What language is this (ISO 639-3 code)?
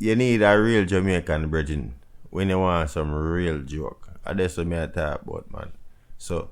jam